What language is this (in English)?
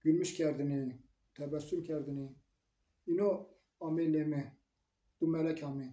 Zaza